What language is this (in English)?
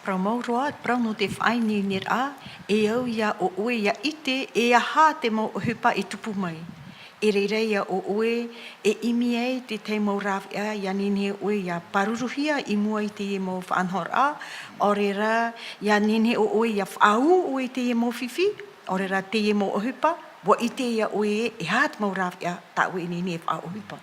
Tahitian